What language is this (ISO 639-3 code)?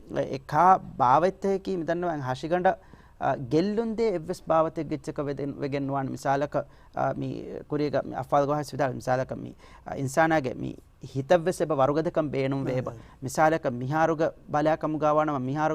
div